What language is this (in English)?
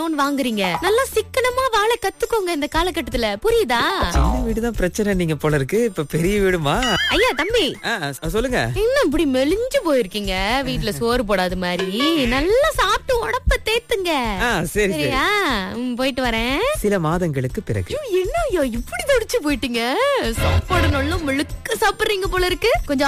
Tamil